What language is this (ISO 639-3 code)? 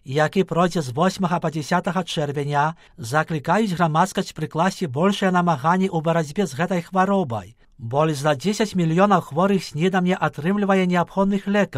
bel